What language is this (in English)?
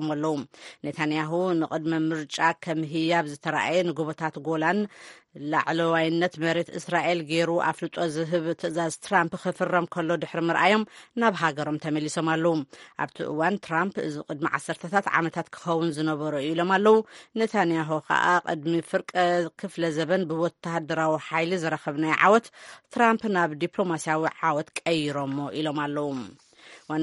Tigrinya